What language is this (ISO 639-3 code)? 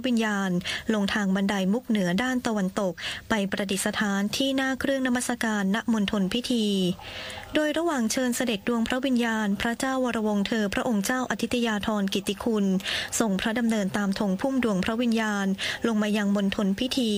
tha